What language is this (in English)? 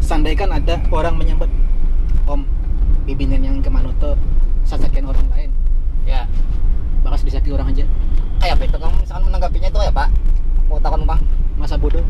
Banjar